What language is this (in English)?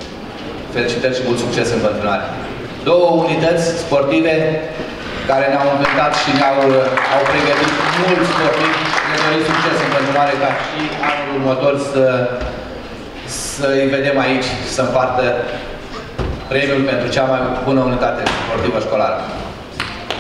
Romanian